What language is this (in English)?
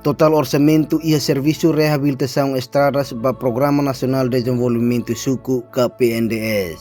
Tetum